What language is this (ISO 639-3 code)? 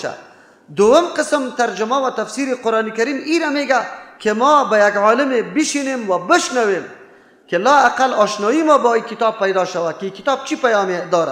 fas